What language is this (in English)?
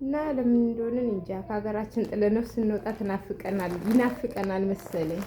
Amharic